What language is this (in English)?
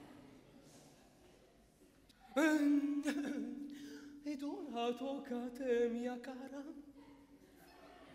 Italian